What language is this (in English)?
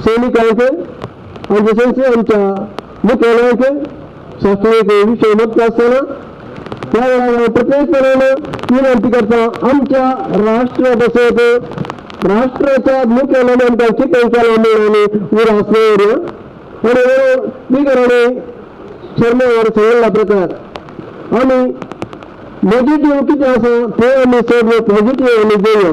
Konkani